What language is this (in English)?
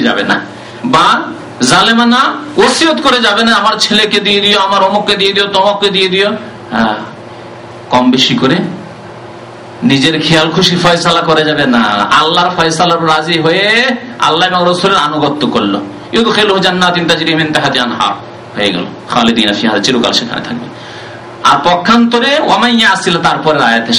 Bangla